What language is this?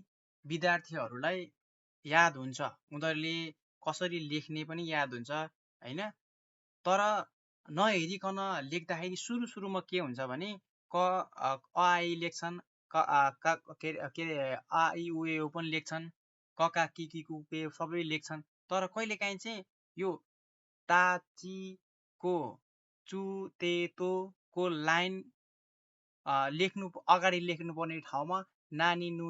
Nepali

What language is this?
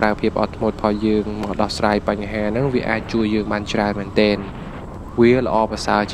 Khmer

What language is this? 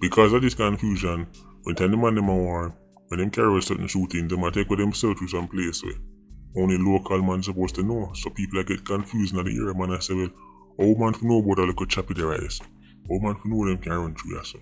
Jamaican Creole English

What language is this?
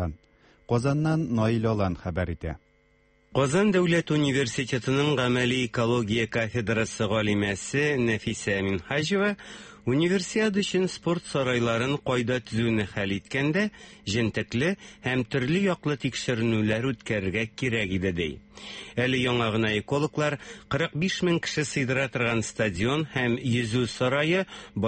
Tatar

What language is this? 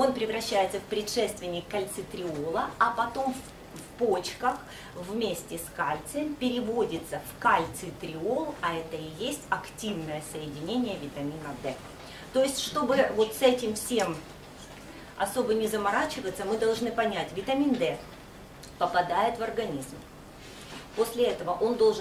Russian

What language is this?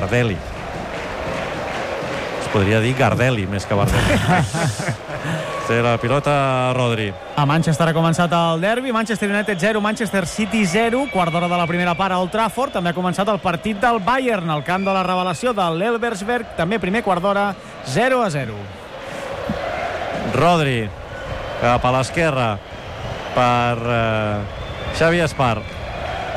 Catalan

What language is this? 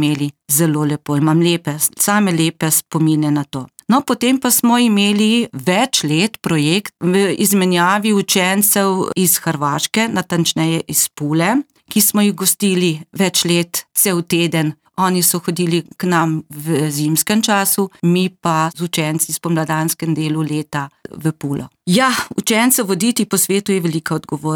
Slovenian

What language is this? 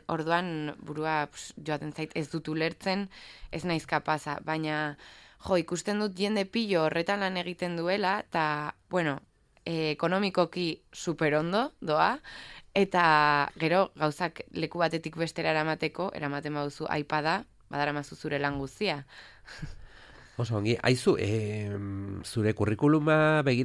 Basque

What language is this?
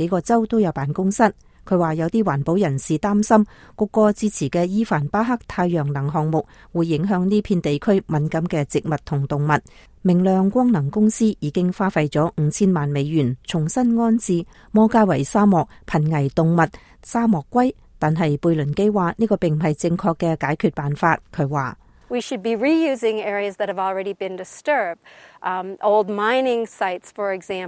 Cantonese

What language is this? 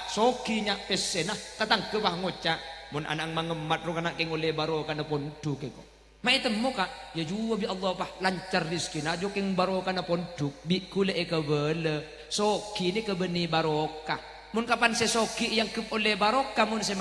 Madurese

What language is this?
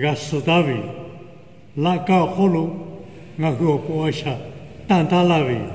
Lahu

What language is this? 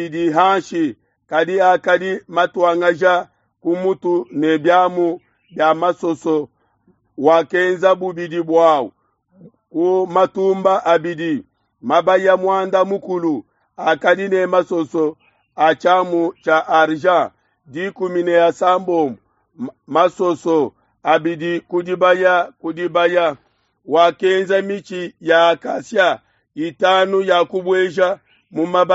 Luba-Lulua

